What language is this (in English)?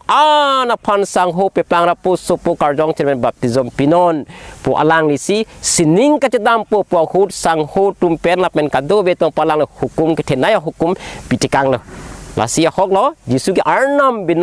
Karbi